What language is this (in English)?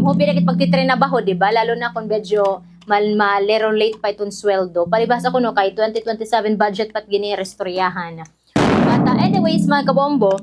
Waray